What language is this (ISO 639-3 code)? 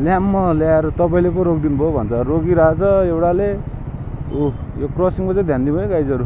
nep